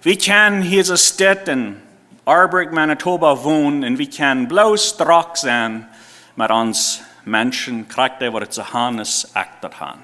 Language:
Plautdietsch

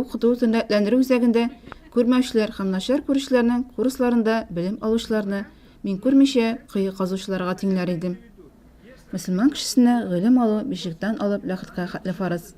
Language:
Tatar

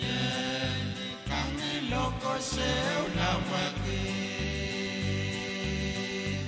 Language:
Pohnpeian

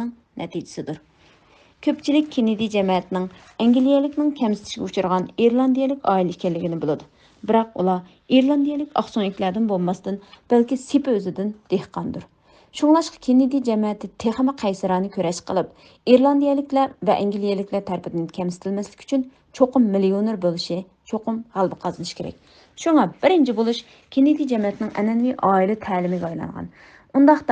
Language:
Uyghur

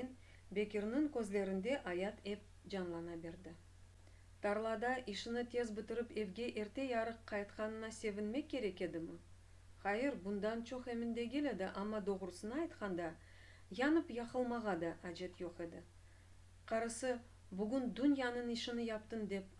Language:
Crimean Tatar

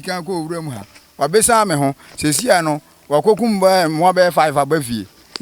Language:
Akan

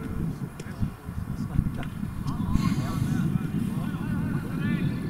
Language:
Swedish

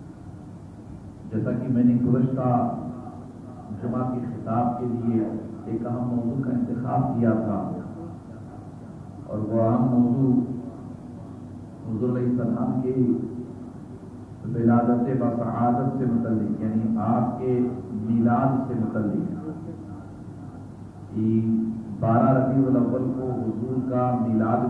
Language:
Urdu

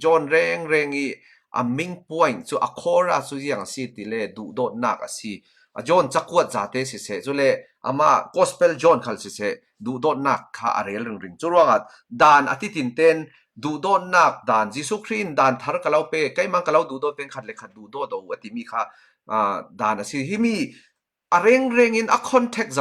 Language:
Falam Chin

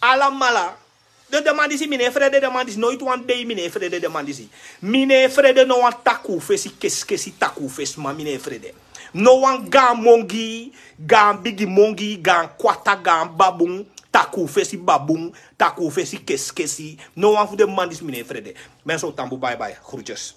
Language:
Sranan Tongo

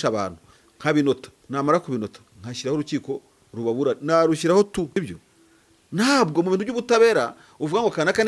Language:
Kinyarwanda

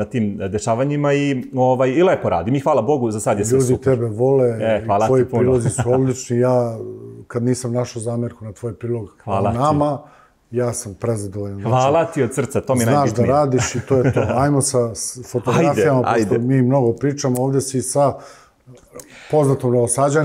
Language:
Serbian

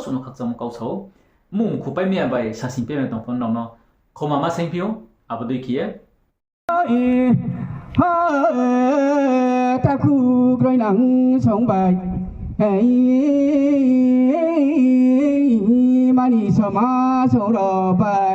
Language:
Riang (India)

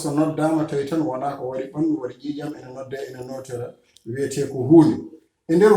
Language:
Fula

